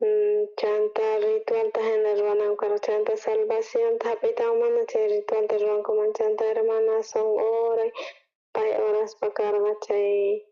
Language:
South Bolivian Quechua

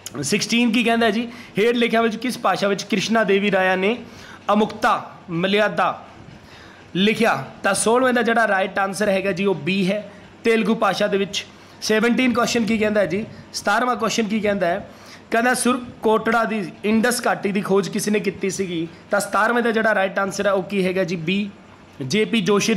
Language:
Punjabi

